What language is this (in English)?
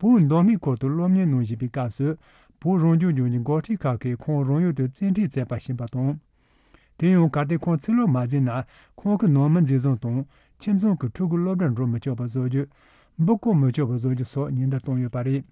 Tibetan